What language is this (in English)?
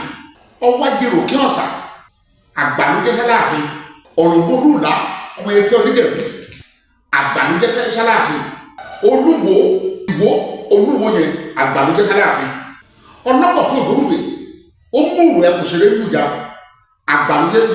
Yoruba